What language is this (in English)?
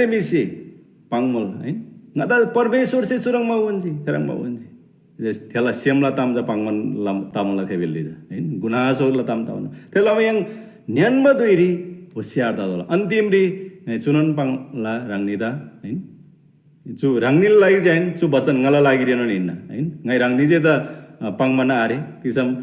Eastern Tamang